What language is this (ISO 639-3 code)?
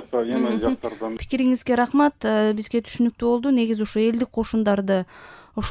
kir